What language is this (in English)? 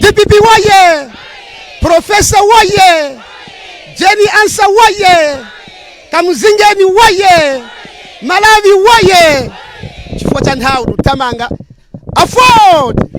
Nyanja